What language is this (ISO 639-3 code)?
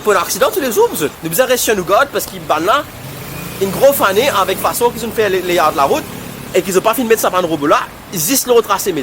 mfe